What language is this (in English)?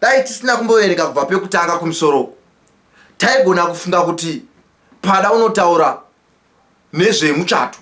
Shona